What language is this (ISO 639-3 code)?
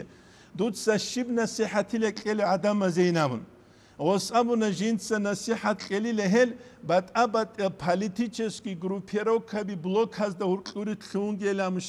ava